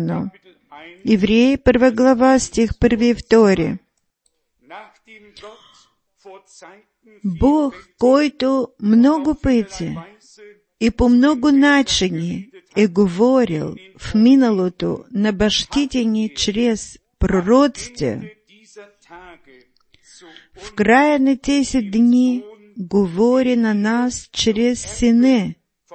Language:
Bulgarian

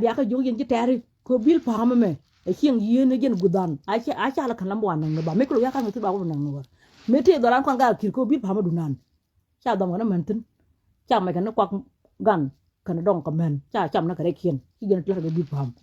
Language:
Nuer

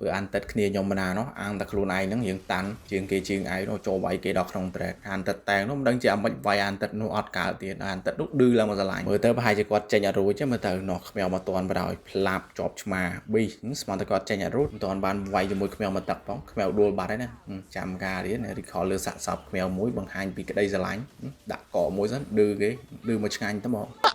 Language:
Khmer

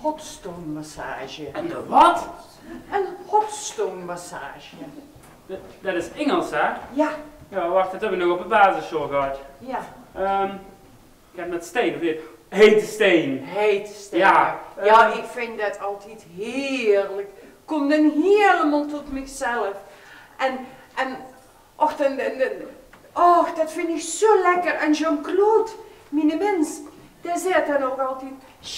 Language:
Limburgish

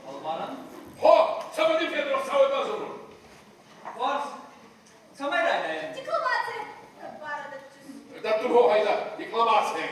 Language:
Ossetic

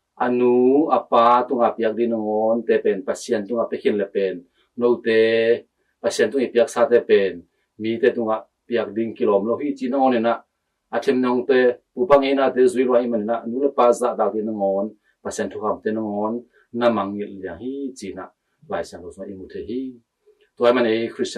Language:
Tedim Chin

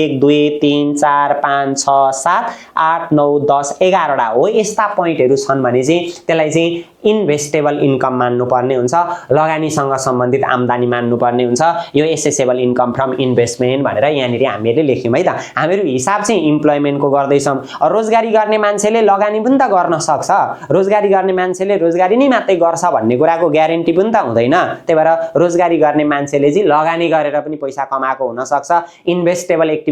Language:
Nepali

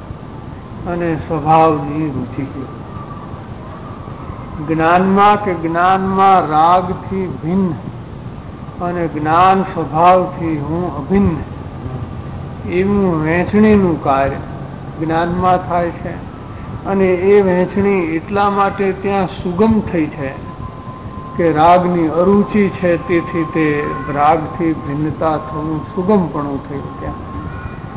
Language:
Gujarati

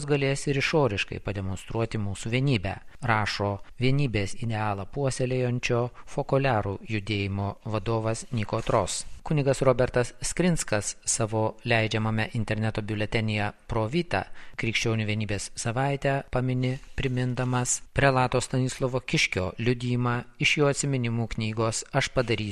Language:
Lithuanian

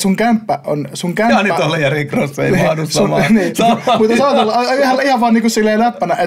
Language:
Finnish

